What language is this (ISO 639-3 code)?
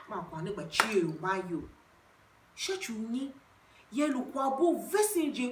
tiv